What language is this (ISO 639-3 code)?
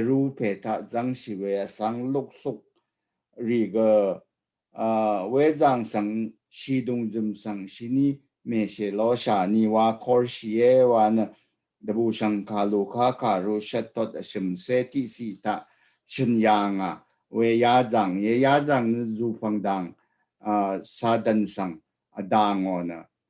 raw